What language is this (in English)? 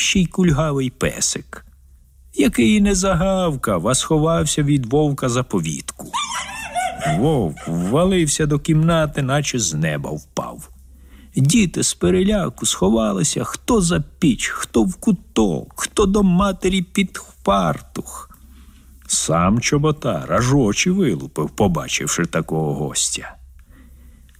Ukrainian